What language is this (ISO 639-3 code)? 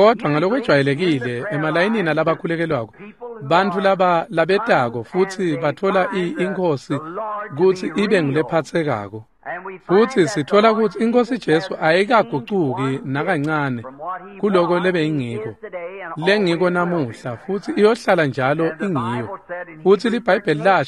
ssw